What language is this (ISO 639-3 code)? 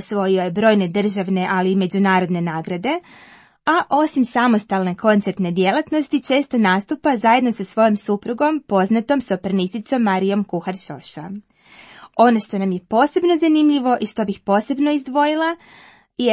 hrv